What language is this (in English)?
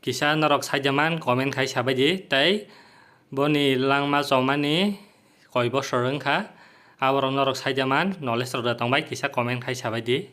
Kok Borok